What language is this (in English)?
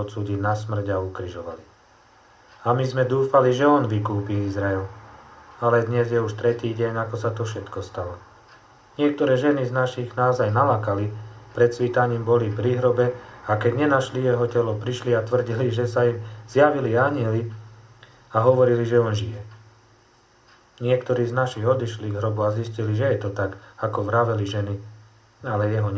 Slovak